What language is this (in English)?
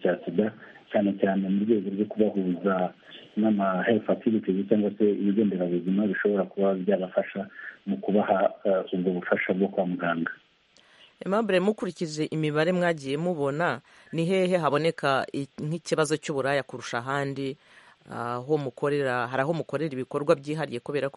Kinyarwanda